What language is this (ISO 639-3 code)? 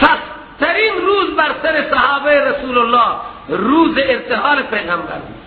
fas